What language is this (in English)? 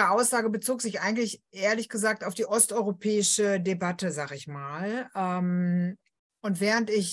German